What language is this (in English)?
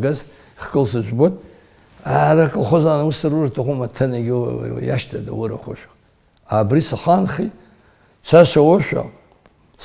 Abkhazian